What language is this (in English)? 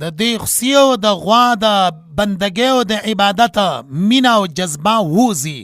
Pashto